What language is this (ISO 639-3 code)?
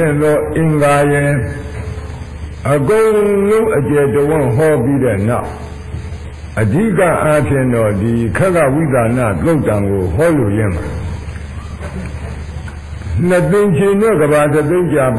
mya